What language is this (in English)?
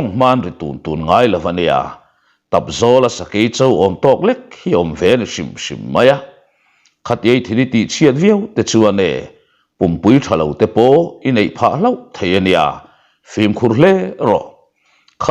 Mizo